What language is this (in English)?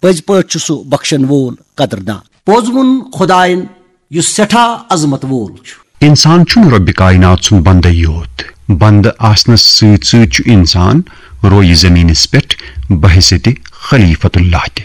Kashmiri